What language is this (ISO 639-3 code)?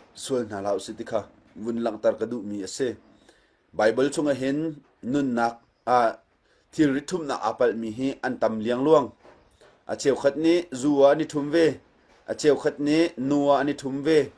cnh